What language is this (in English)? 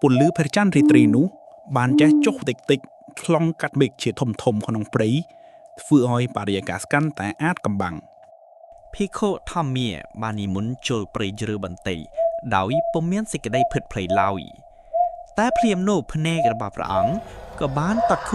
Khmer